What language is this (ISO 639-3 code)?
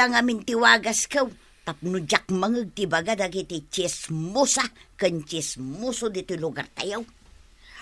ilo